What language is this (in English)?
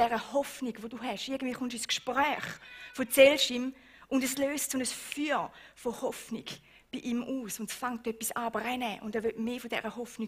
Swiss German